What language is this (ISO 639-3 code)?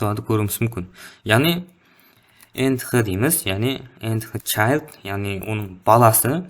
kaa